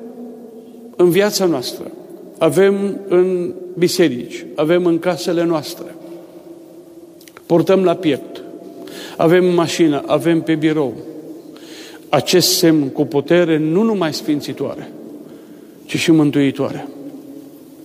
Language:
Romanian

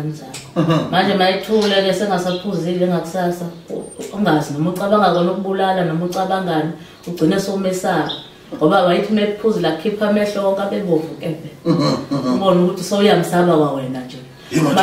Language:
Zulu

